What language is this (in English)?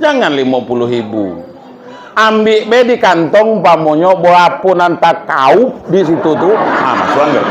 Minangkabau